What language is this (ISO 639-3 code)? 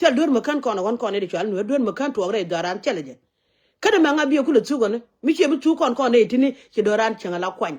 nus